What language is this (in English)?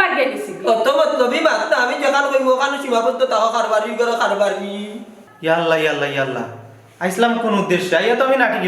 Sylheti